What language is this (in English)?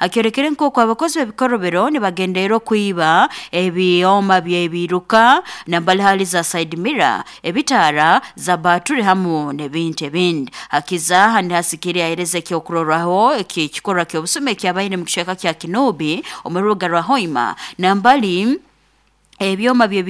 Nyoro